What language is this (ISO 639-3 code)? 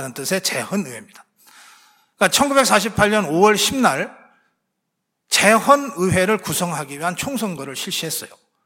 kor